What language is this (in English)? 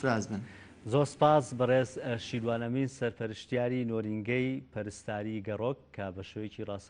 Central Kurdish